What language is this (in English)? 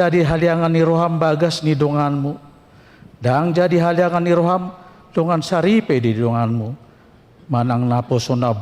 Batak Toba